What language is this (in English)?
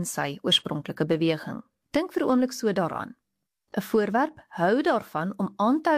Afrikaans